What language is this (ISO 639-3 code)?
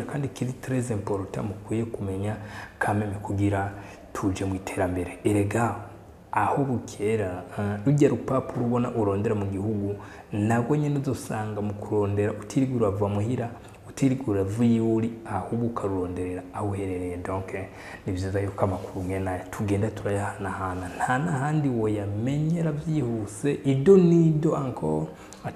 run